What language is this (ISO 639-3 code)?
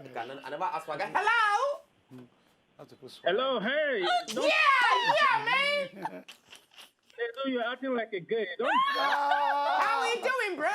pcm